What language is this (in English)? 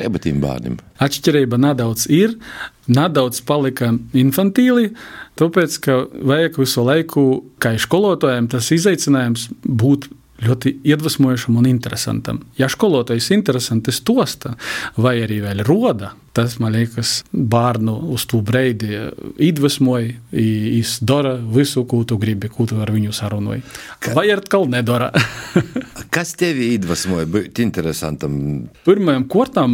Latvian